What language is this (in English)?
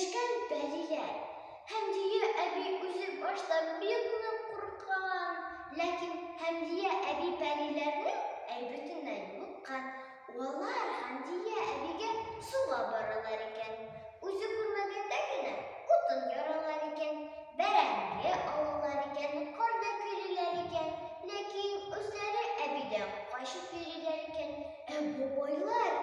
Tatar